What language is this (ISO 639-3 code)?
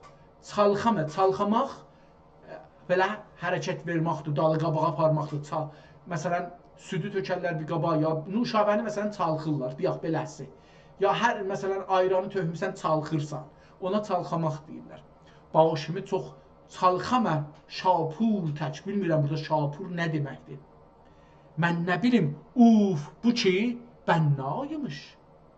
azb